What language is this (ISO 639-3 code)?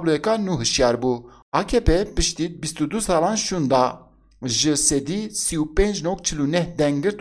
kur